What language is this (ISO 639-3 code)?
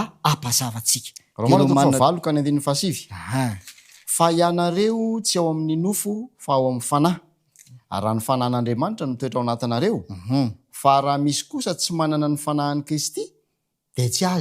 mlg